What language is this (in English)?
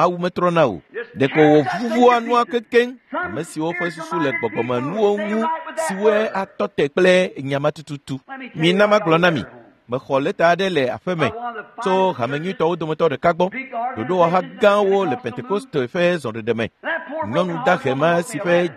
Ewe